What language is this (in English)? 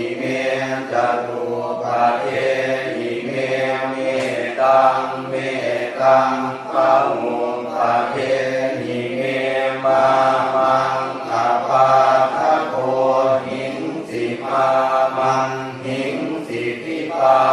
Pali